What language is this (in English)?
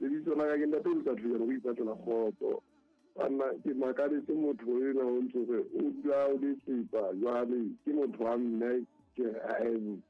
Southern Sotho